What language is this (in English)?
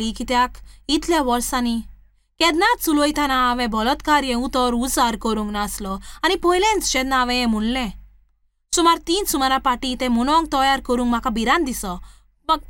Konkani